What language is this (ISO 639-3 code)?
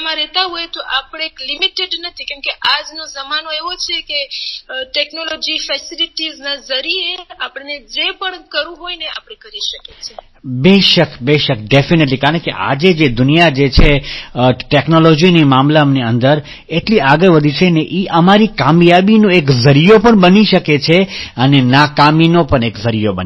guj